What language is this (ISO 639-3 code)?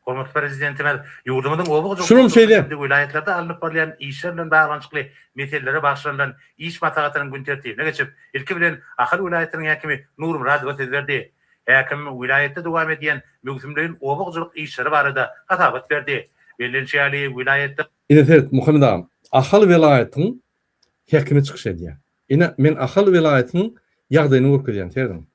tuk